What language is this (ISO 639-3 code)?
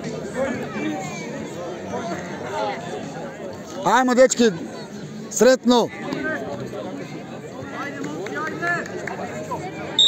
hrv